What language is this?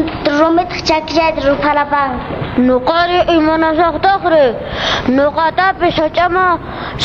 Quechua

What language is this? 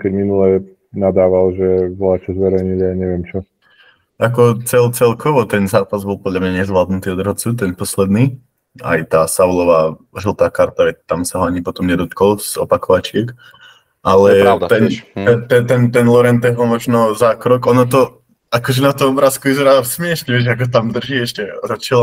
Slovak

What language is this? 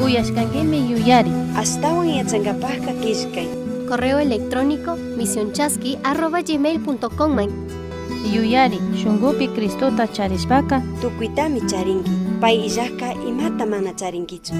Chimborazo Highland Quichua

